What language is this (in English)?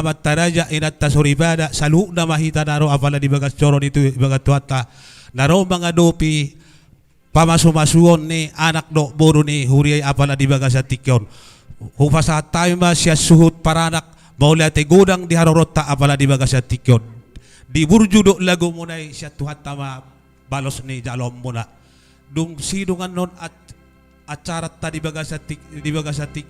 Batak Toba